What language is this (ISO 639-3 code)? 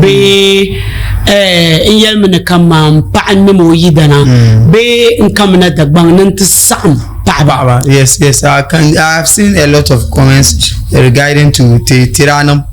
dag